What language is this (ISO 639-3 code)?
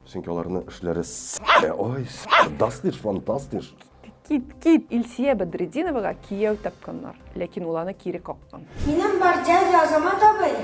tat